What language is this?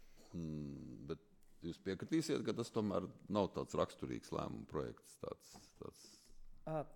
Latvian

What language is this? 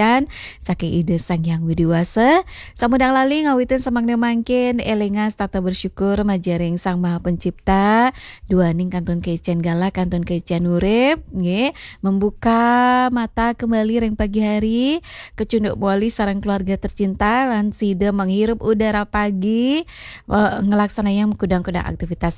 Balinese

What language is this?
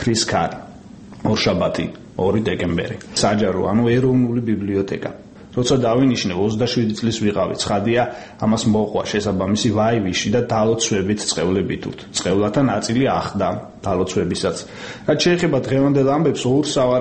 Georgian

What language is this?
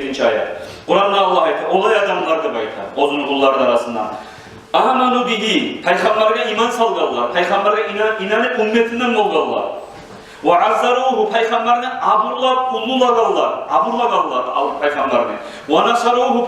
Kumyk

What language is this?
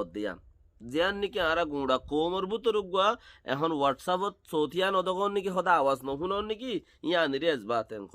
Rohingya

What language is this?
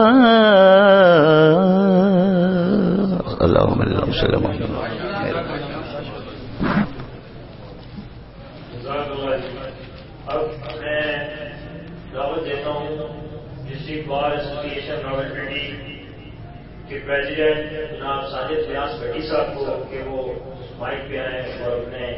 Urdu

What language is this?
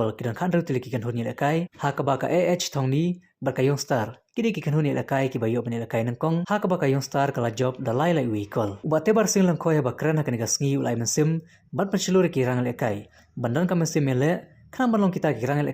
Khasi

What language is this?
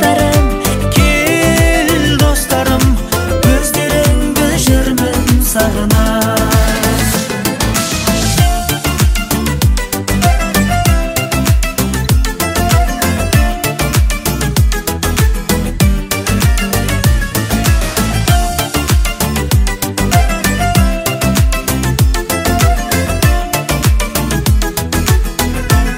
Kazakh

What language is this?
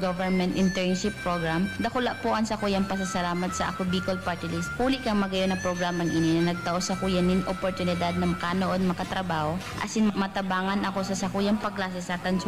Bikol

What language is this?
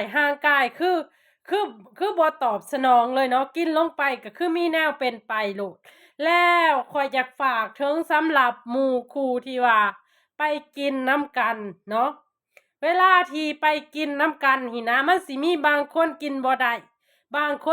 Lao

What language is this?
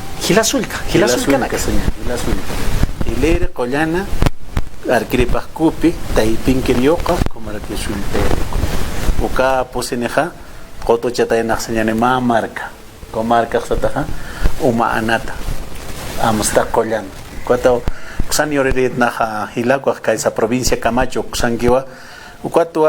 Aymara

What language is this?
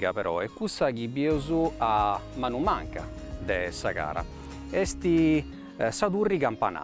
Sardinian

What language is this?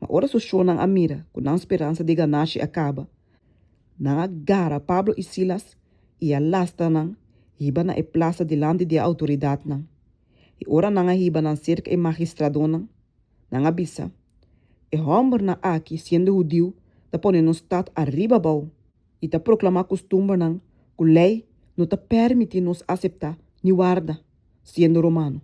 Papiamento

